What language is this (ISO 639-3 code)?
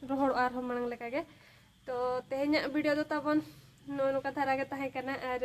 sat